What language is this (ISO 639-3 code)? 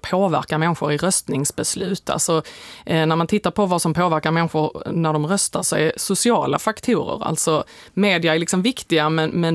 swe